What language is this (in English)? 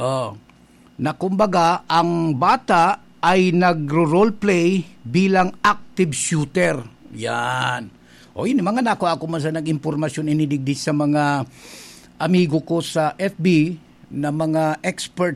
Bikol